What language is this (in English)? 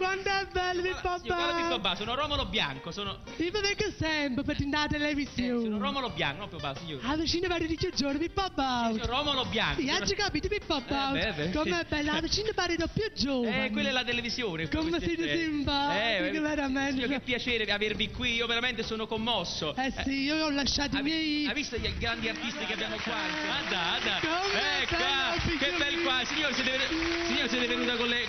Neapolitan